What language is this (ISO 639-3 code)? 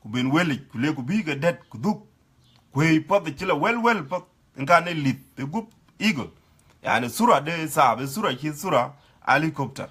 din